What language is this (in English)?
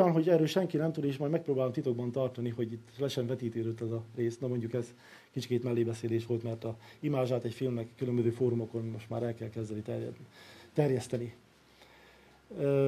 Hungarian